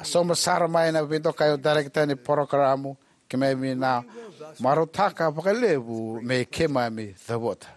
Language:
Fijian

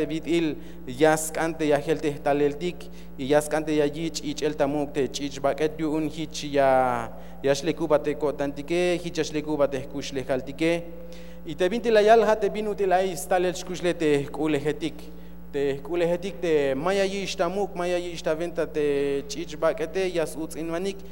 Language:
Tzeltal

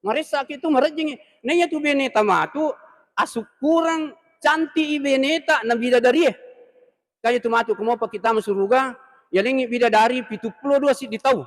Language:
Buginese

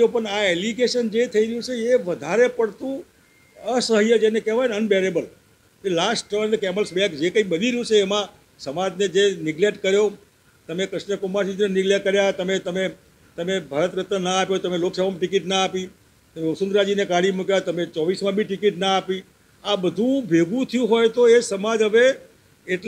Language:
Gujarati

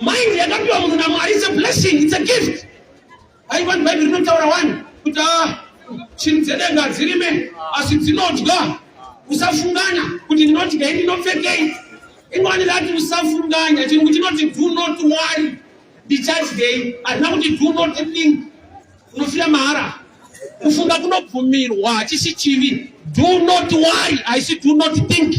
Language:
Shona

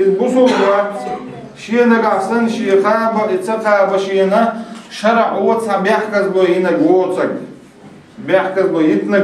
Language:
Chechen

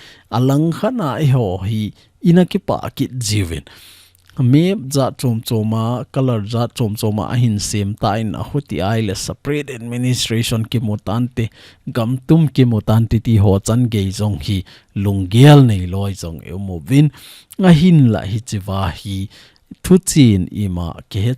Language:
Thado Chin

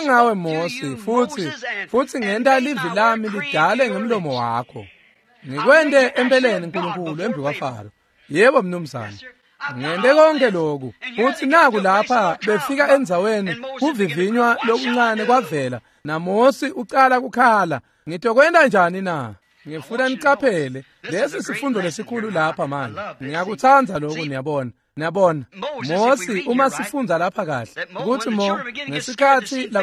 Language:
Swati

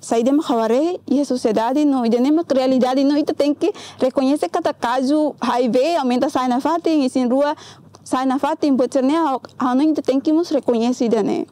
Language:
Tetum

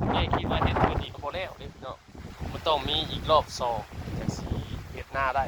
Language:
Northeastern Thai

